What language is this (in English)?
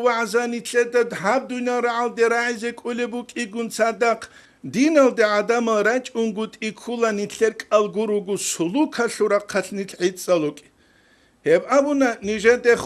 Avaric